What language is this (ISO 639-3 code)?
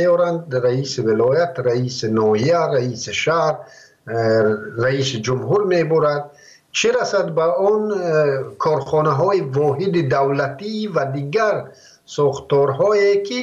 fas